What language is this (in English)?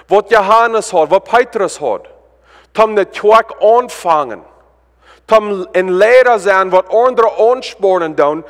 Plautdietsch